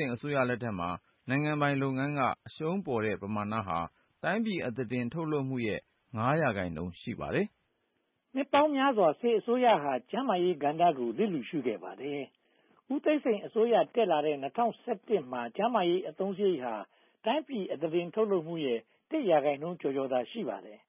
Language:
Burmese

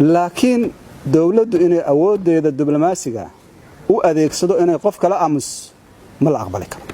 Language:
Somali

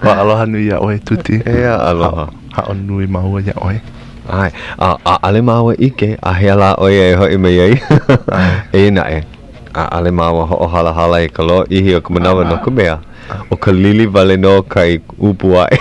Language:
Hawaiian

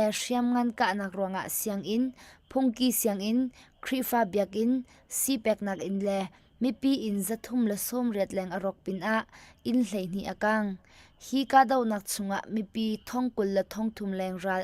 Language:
Hakha Chin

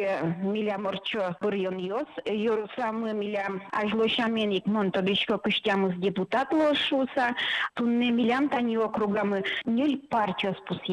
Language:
Udmurt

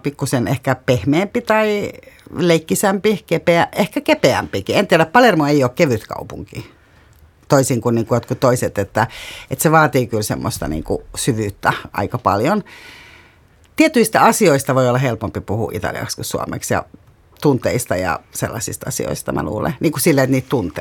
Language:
Finnish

